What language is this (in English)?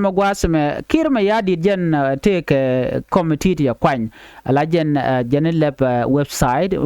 Nuer